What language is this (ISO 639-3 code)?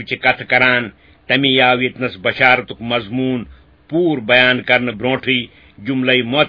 kas